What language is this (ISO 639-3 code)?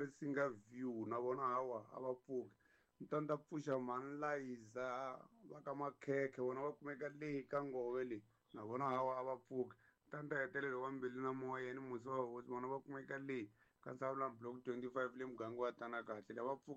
tso